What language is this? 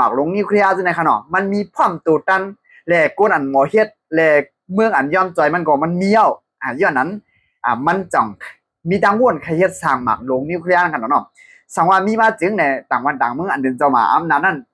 Shan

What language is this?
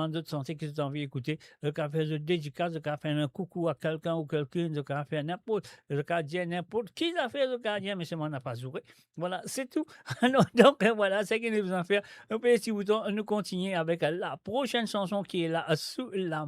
Morisyen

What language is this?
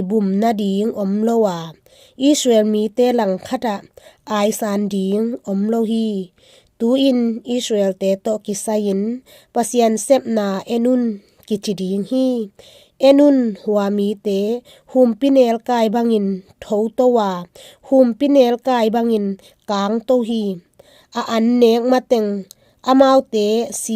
Tedim Chin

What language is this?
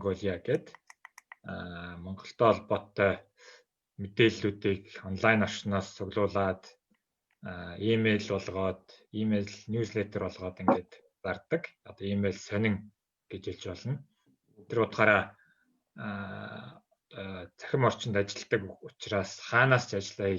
Mongolian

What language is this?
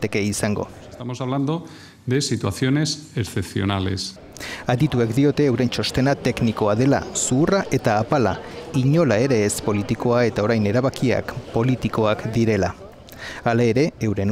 Basque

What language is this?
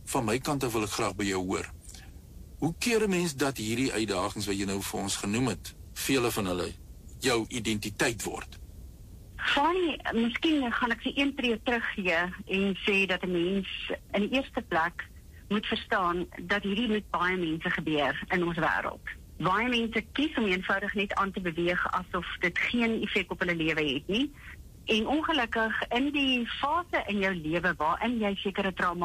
Afrikaans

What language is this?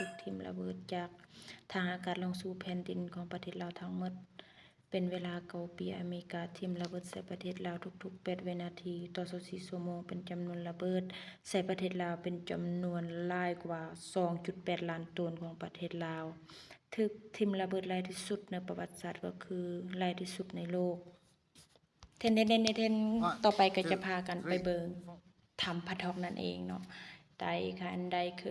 Lao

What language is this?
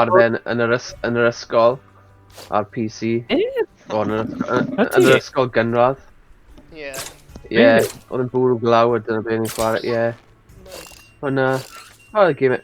Welsh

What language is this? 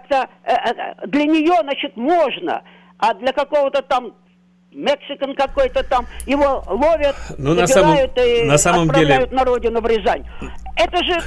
Russian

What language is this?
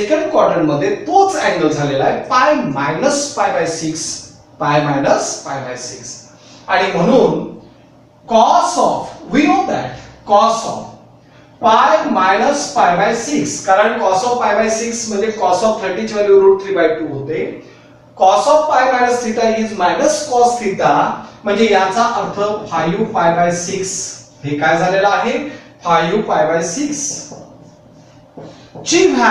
Marathi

